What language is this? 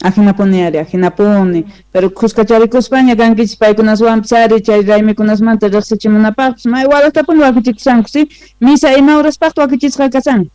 Quechua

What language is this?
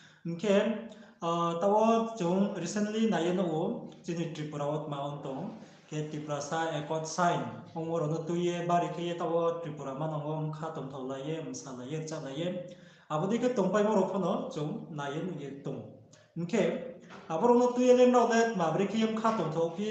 Riang (India)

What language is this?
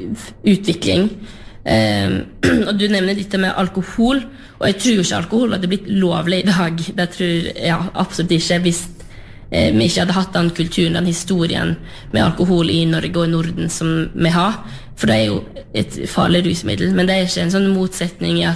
Norwegian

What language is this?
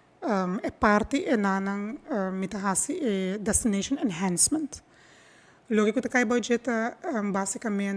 Papiamento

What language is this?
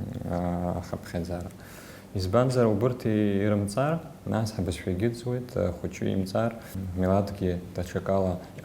Abkhazian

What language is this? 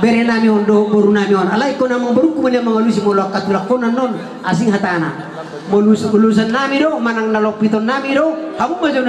Batak Toba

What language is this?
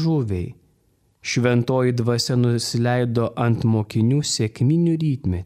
Lithuanian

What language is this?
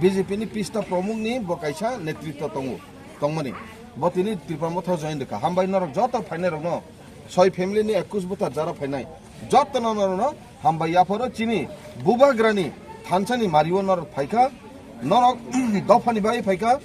Kok Borok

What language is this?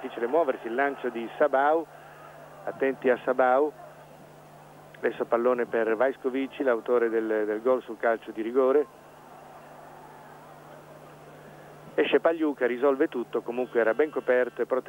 Italian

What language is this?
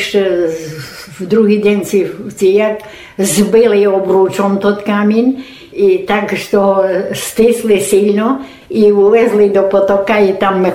Rusyn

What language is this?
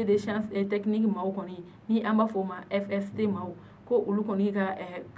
Bambara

